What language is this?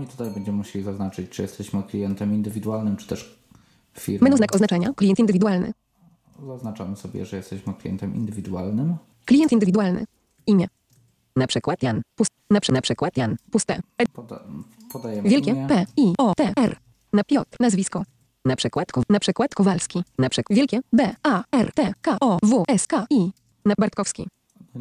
Polish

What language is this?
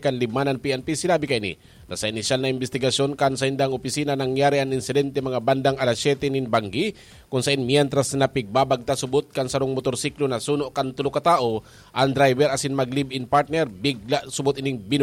Bikol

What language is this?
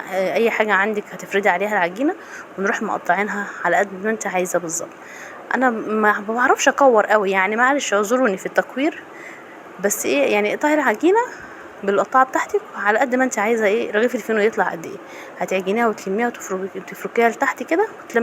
Egyptian Arabic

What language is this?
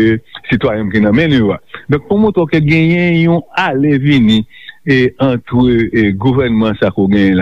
Haitian Creole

